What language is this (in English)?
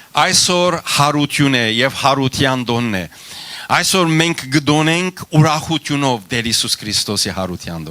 Western Armenian